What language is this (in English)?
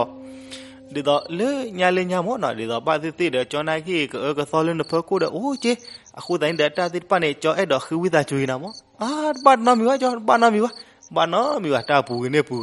S'gaw Karen